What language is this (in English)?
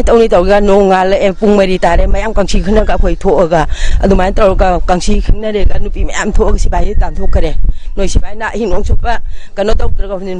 Manipuri